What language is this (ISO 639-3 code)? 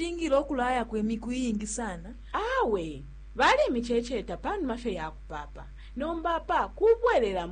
bem